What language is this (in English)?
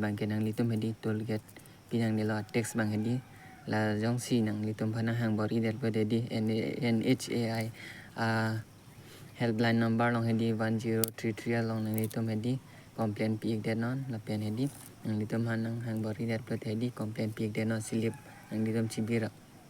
Karbi